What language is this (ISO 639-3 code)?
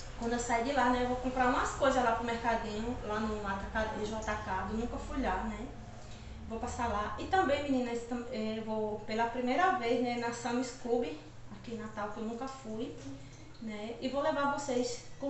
por